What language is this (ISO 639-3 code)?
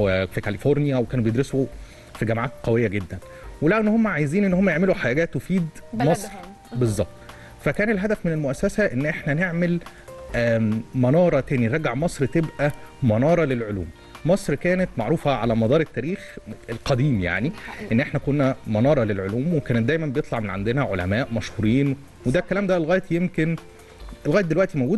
arz